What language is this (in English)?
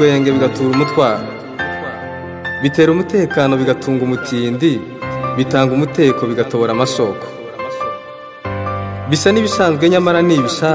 Kinyarwanda